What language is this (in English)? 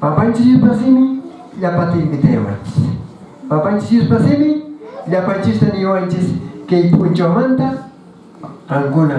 Quechua